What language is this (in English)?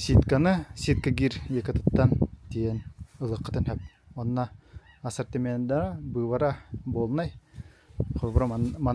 Yakut